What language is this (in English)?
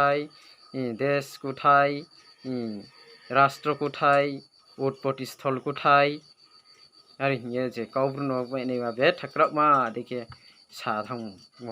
Riang (India)